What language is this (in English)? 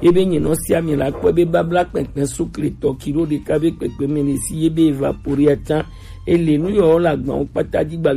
Gen